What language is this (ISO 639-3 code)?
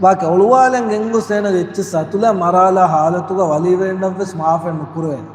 div